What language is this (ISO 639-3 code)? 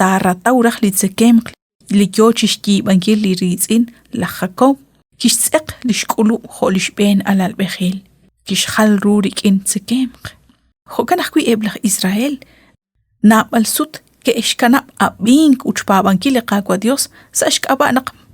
kek